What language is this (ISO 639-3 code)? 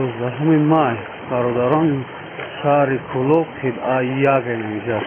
tgk